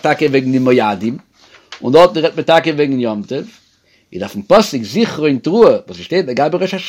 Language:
Yiddish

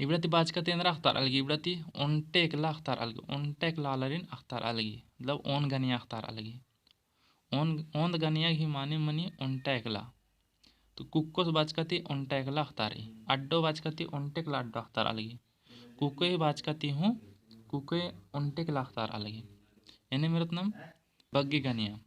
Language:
Kurukh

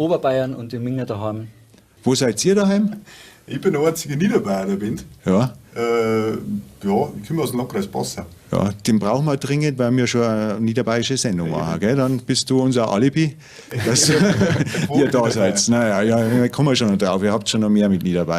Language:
Bavarian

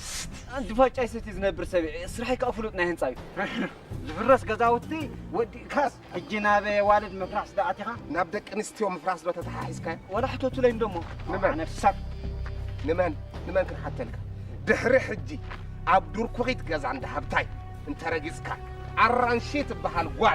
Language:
Tigrinya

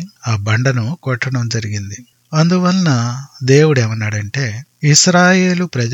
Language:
Telugu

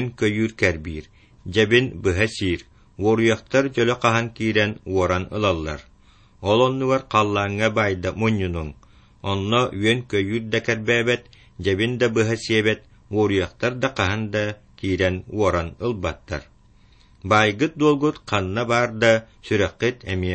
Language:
Yakut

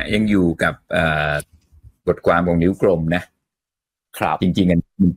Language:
Thai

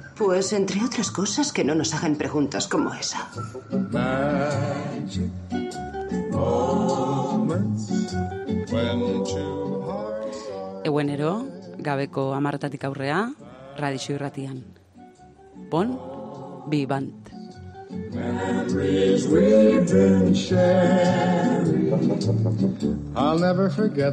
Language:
Basque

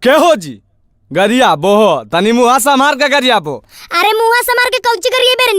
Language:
Magahi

